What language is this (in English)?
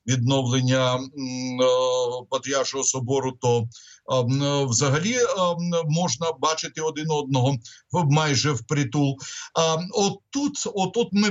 Ukrainian